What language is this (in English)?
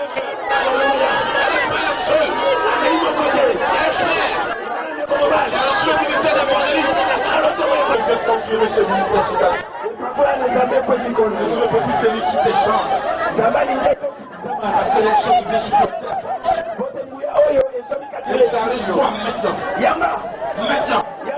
French